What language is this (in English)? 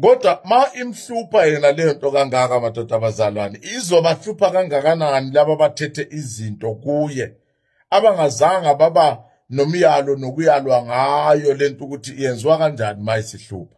Zulu